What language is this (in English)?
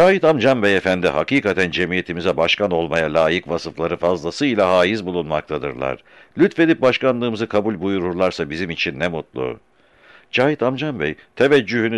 Turkish